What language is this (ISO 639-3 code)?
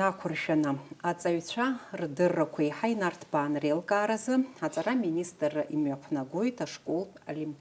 abk